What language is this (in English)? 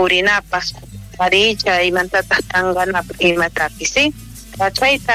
South Bolivian Quechua